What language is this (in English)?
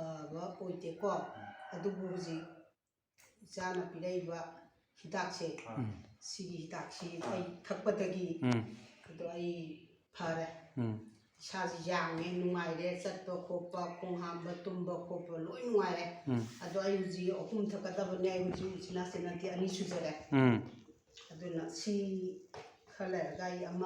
Manipuri